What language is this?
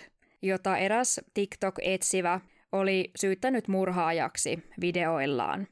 Finnish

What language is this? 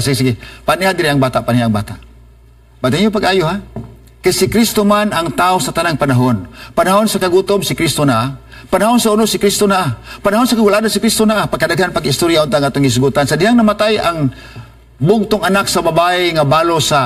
Cebuano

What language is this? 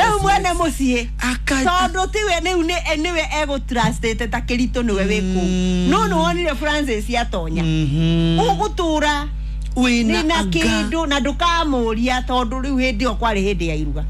Kikuyu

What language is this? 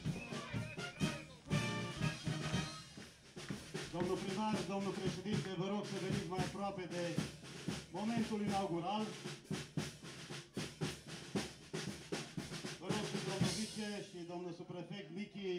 Romanian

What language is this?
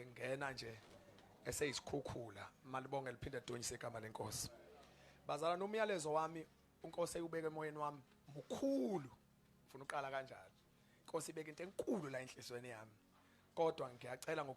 Zulu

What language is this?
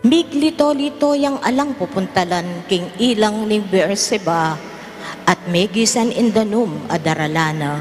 Pampanga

